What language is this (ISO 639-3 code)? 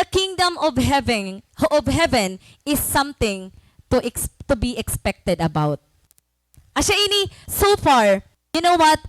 war